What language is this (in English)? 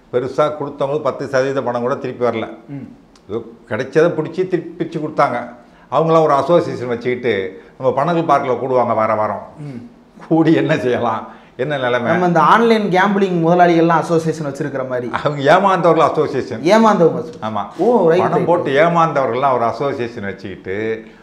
Tamil